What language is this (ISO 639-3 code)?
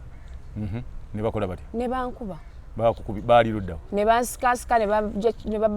lug